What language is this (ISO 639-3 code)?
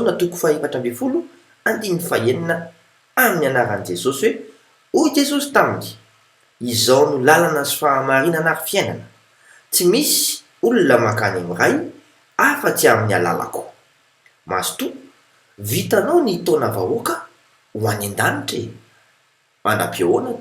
mlg